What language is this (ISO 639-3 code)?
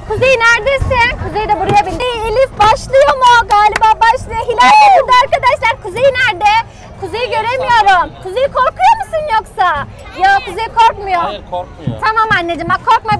tur